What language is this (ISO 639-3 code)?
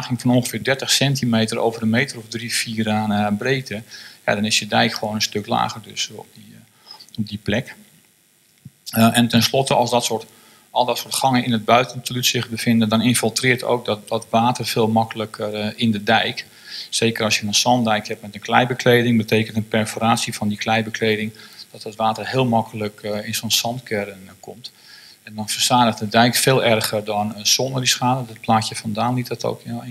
nld